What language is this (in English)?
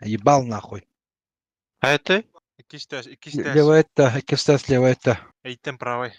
Yakut